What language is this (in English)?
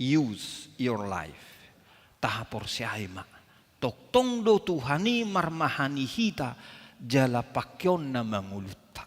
Batak Toba